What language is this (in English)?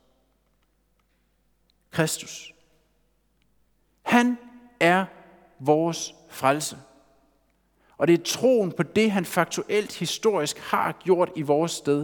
Danish